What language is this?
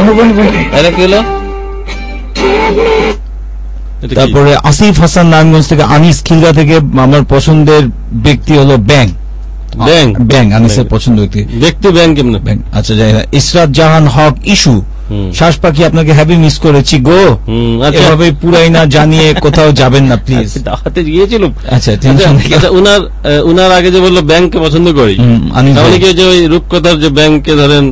Bangla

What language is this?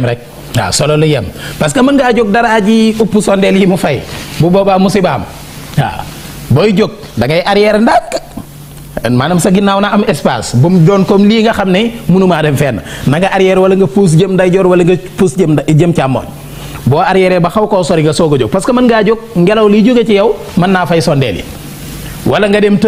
Wolof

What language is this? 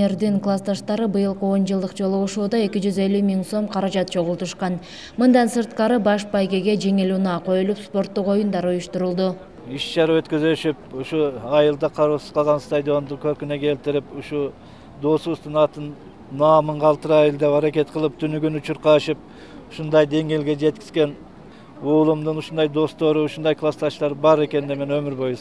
Kyrgyz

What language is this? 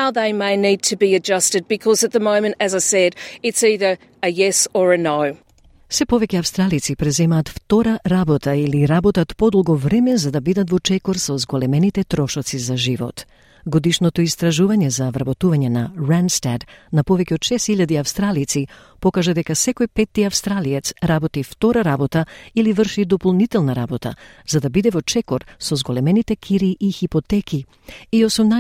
Macedonian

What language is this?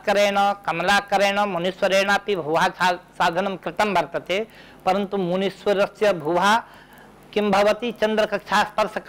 Sanskrit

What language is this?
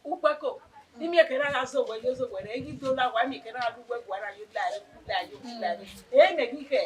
Bini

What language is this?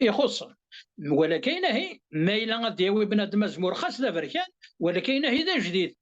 Kabyle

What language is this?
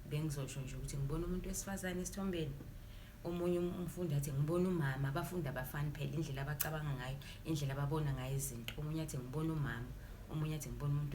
Zulu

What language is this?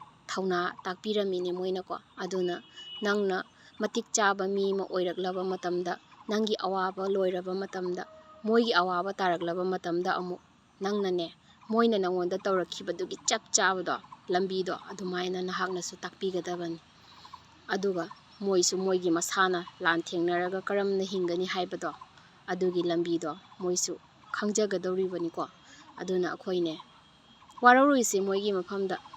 Manipuri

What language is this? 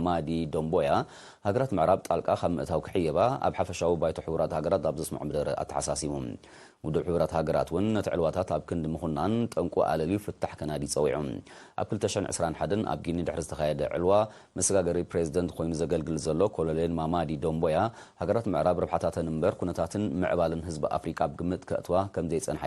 Tigrinya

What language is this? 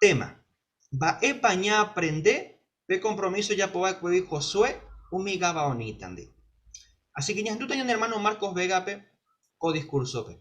Guarani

